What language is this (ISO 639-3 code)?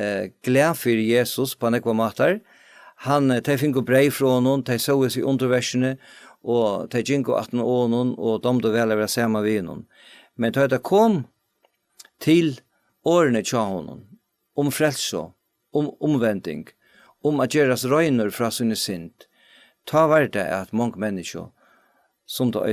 fao